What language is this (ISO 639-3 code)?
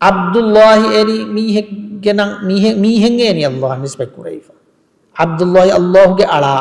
div